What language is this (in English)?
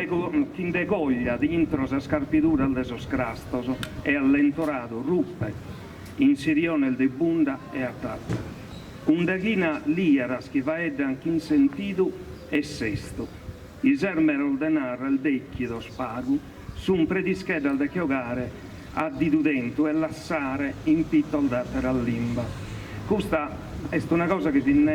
Sardinian